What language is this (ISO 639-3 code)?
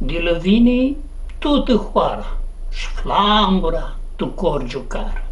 rup